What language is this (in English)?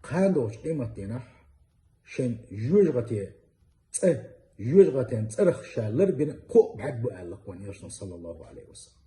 Chechen